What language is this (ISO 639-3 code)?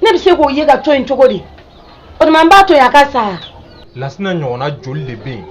bam